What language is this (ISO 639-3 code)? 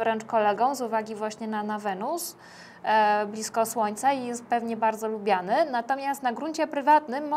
pol